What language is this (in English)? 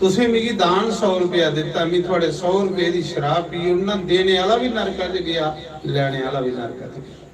Dogri